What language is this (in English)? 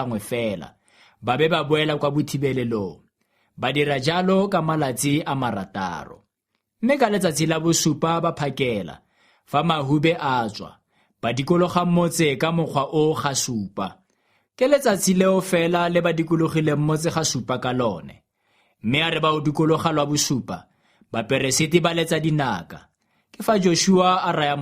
Tswana